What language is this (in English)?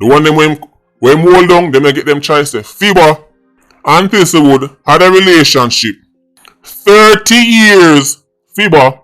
Jamaican Creole English